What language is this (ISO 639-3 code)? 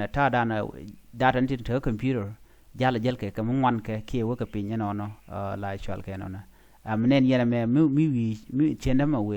nus